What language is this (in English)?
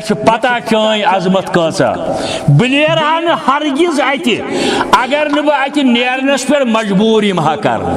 Kashmiri